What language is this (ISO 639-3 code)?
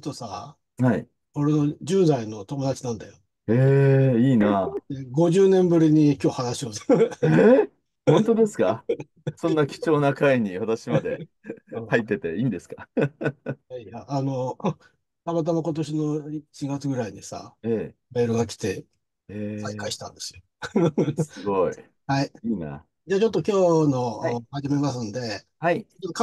jpn